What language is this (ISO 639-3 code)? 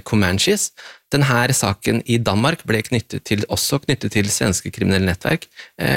nor